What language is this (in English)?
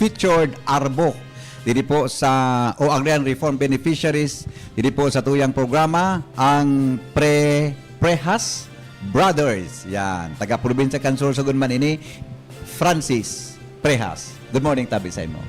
Bikol